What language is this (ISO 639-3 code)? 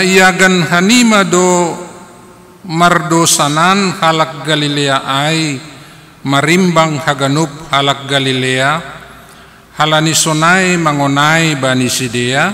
bts